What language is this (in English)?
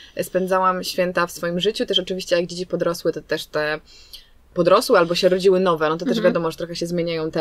Polish